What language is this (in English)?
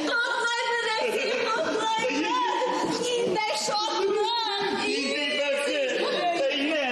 Bashkir